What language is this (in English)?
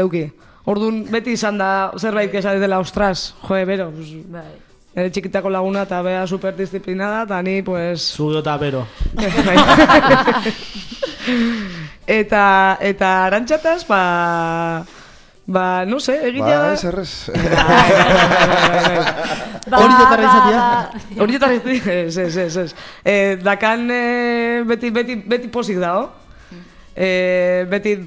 Basque